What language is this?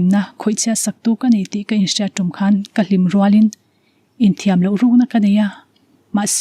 Mizo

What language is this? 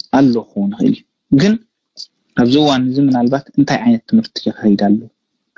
Tigrinya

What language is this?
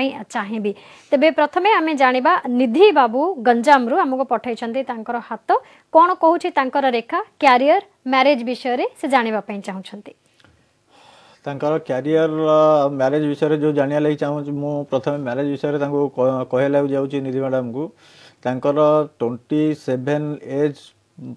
Odia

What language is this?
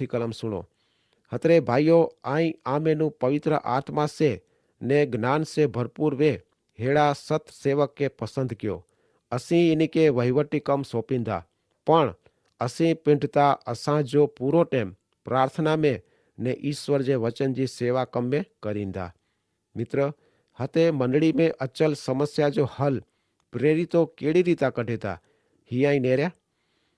Kachhi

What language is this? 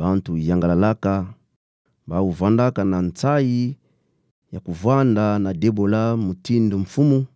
Kituba (Democratic Republic of Congo)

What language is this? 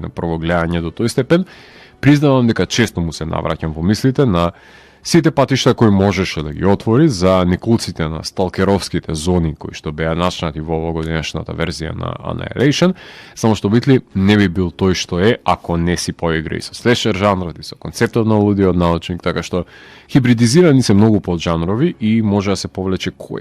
Macedonian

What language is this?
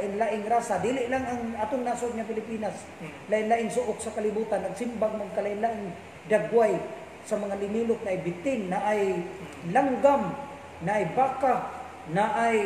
Cebuano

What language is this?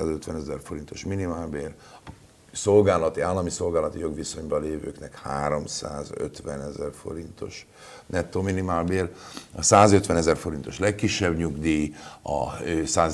Hungarian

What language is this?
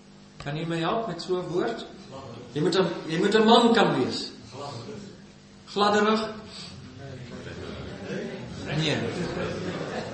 Afrikaans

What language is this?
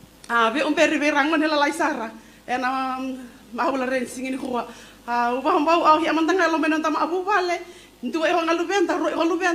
Fijian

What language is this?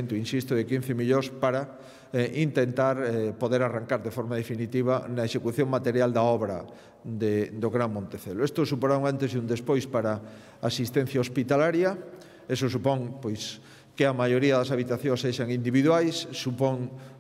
Galician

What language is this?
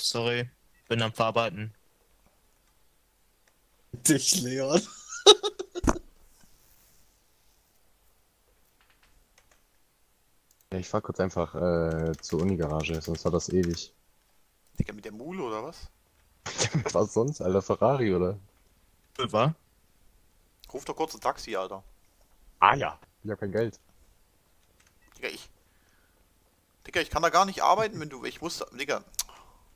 German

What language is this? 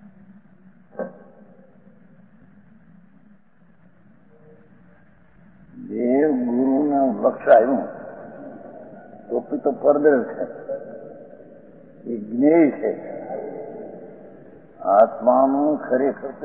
Gujarati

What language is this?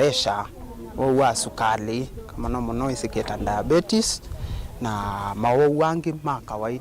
Kamba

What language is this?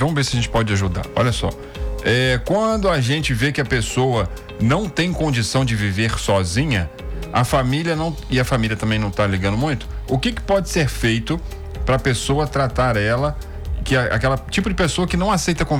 Portuguese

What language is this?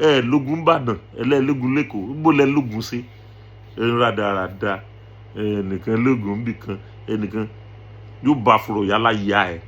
Yoruba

